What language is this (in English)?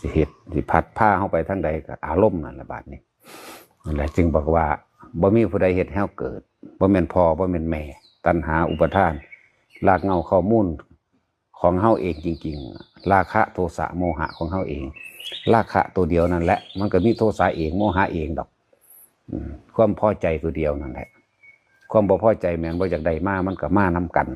Northeastern Thai